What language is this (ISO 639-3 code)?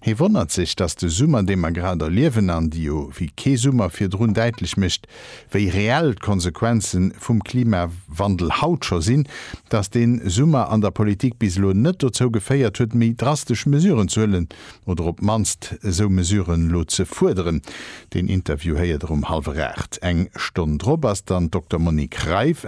ltz